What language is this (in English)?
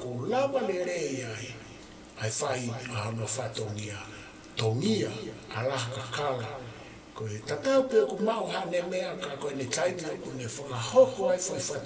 Tongan